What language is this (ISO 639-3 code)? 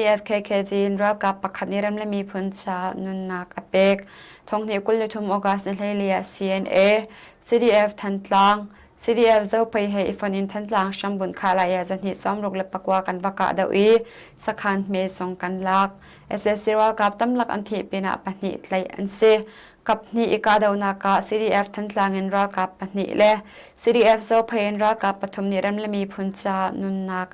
cnh